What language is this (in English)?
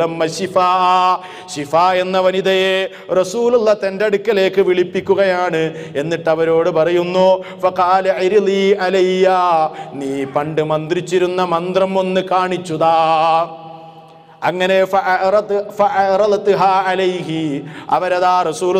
Malayalam